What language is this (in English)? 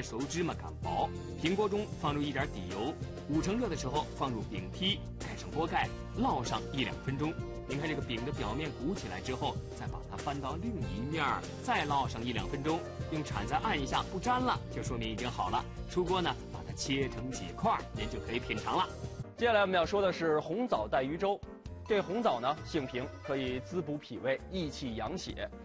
Chinese